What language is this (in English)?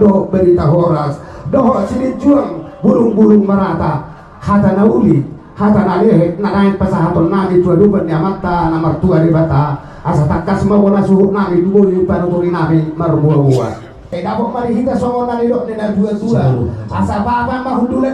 Batak Toba